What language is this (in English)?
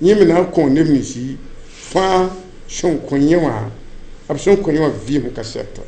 Mossi